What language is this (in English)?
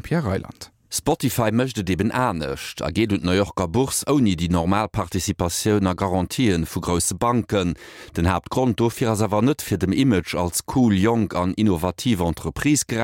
Luxembourgish